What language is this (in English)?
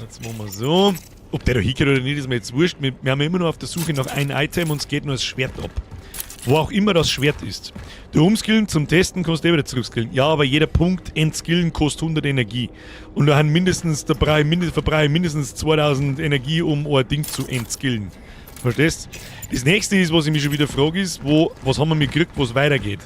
Bavarian